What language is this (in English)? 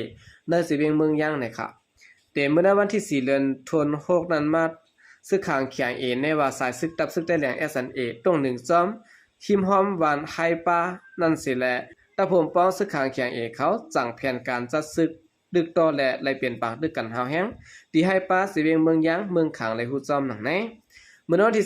Shan